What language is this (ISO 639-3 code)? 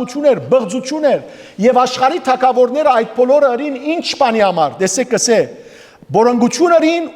hyw